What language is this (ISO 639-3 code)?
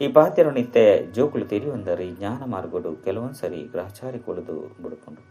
tcy